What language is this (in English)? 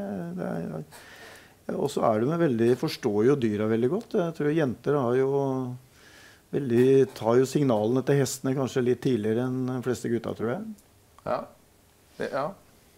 Norwegian